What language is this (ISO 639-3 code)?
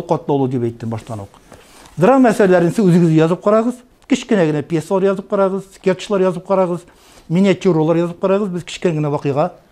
tat